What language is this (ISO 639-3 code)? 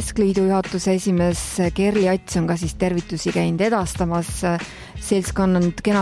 est